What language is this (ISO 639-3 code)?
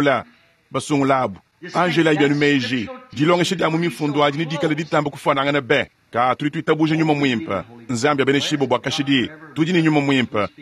lua